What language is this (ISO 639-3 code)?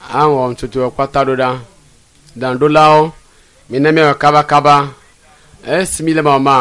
ewe